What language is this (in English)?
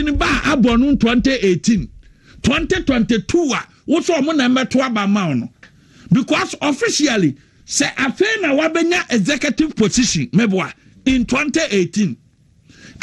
Akan